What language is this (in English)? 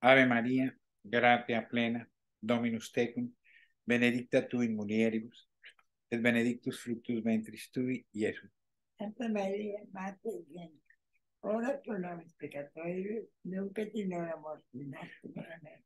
Latin